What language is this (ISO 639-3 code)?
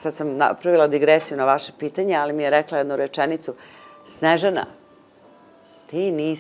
srp